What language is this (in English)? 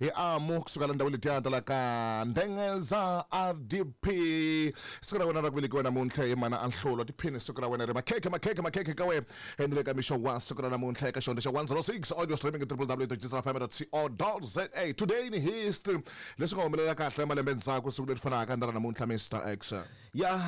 Tsonga